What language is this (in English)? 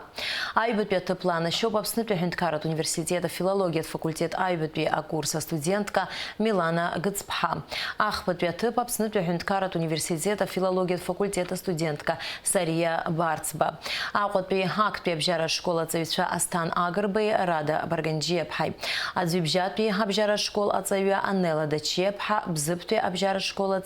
Abkhazian